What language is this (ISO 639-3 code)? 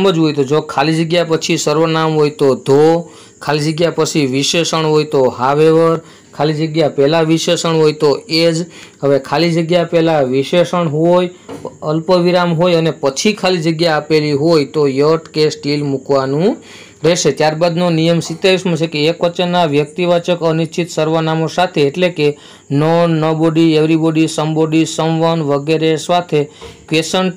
guj